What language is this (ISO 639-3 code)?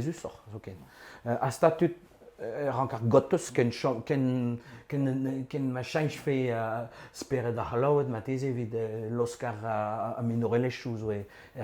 bre